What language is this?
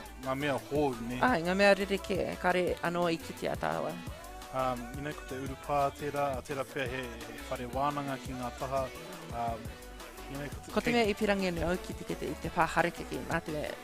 Māori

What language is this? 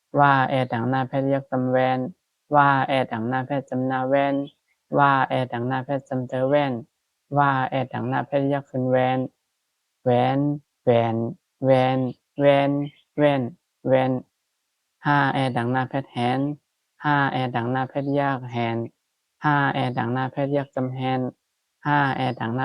Shan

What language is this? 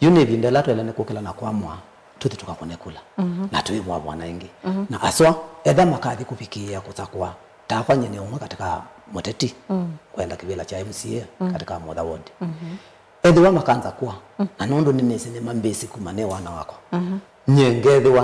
Kamba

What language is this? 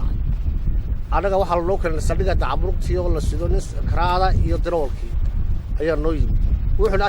Somali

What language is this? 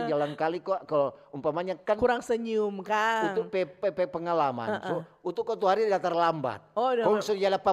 Manado Malay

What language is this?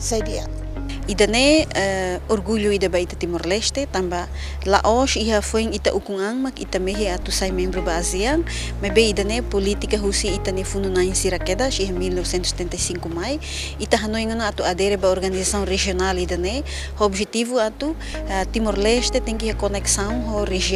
Tetum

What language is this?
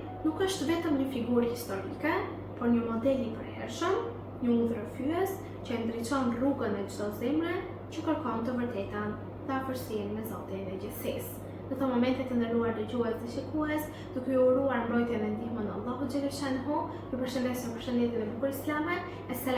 Albanian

